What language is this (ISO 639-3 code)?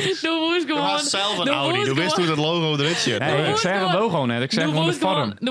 fry